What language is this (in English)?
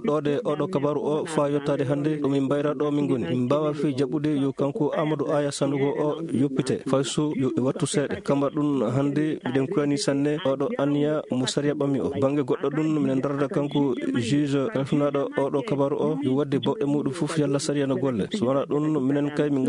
Fula